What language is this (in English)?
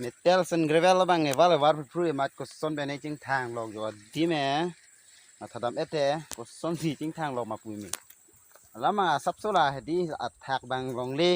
Karbi